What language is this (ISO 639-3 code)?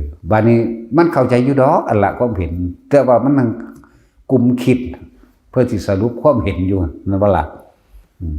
tts